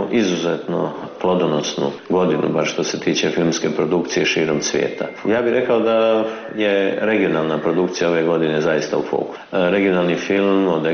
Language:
Serbian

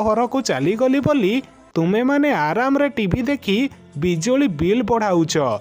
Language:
Odia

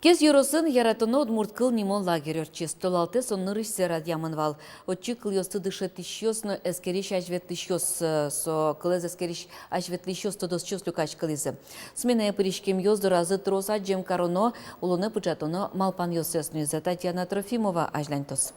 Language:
Udmurt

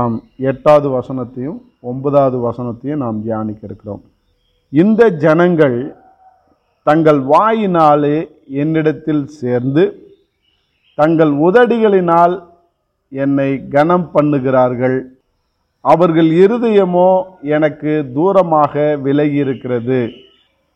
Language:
Tamil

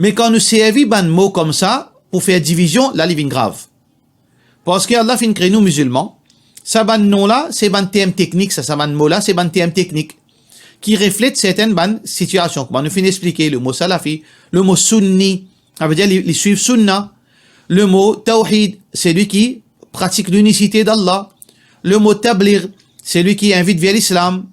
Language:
Morisyen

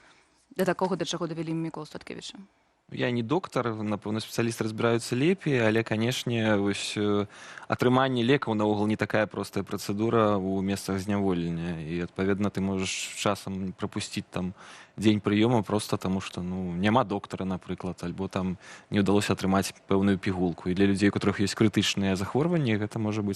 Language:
Belarusian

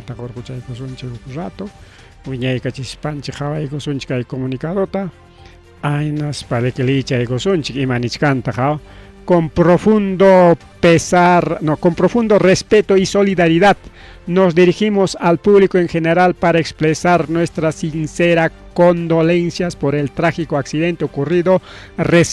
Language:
Ayacucho Quechua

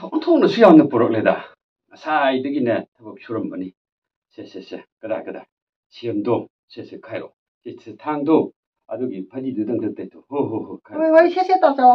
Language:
Manipuri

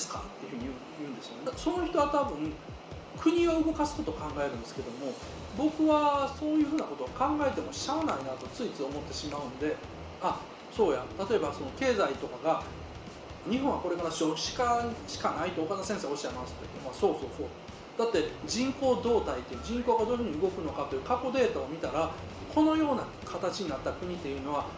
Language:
Japanese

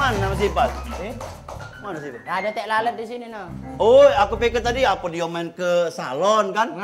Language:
Musi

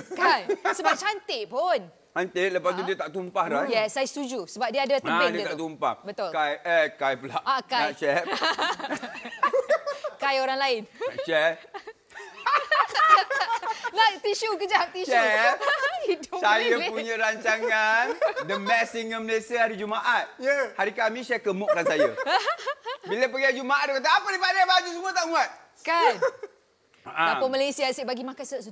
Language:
Malay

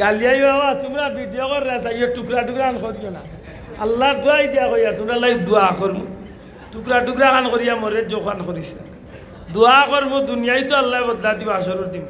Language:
Sylheti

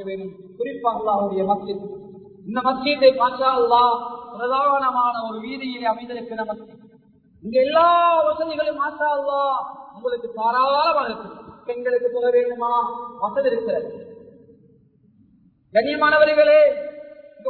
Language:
Tamil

